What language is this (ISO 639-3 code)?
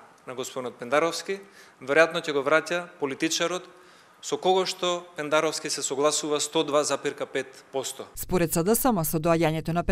mkd